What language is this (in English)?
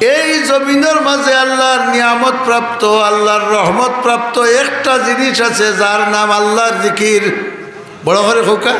Sylheti